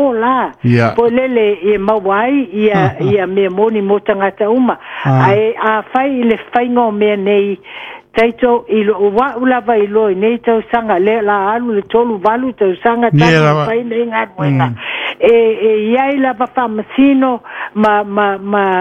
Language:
Samoan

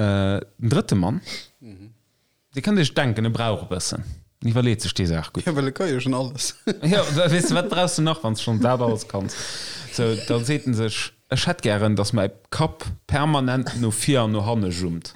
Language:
Luxembourgish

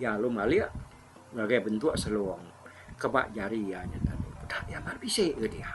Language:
Iban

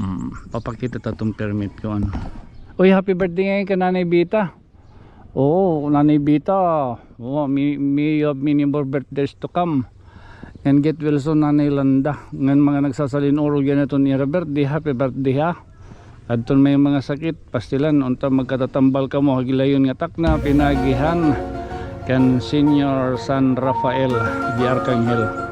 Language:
Waray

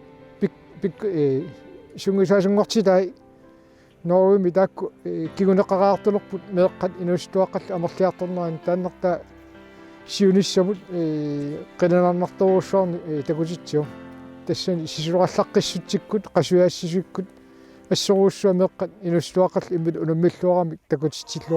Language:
Kalaallisut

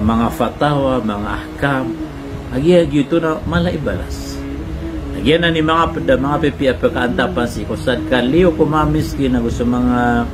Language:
Maranao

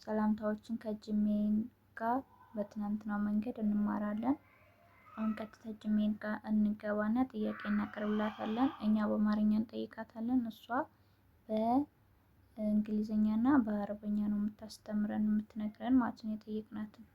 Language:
Amharic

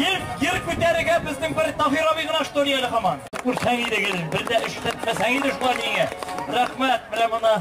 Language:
Tatar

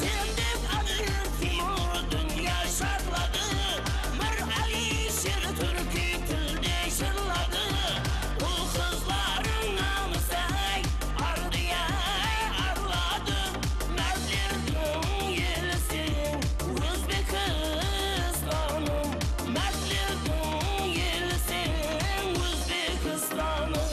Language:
Kara-Kalpak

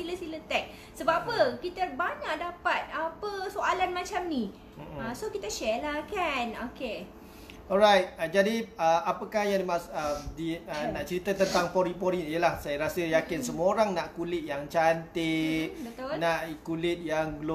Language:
Malay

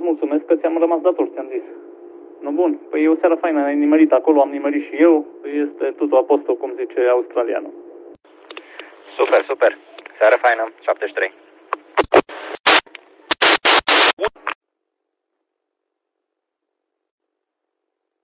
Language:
Romanian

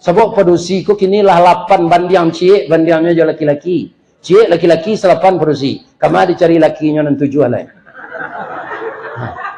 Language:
Minangkabau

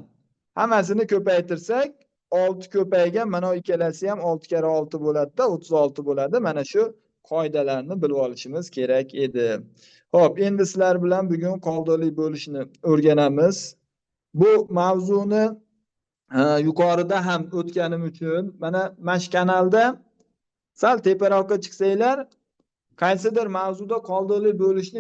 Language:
Uzbek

